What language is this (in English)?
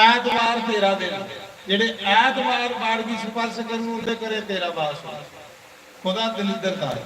Dogri